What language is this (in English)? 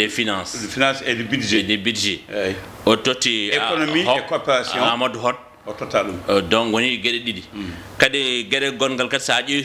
Fula